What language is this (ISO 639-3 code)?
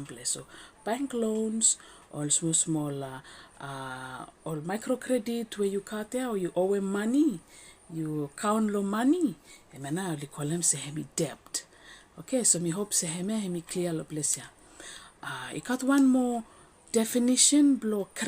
bis